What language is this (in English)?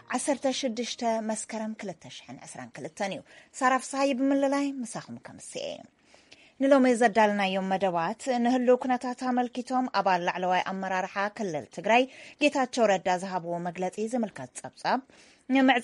Tigrinya